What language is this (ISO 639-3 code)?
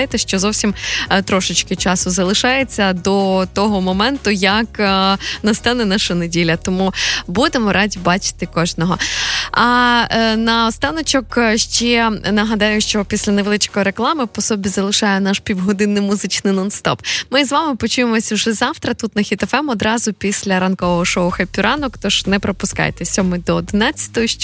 ukr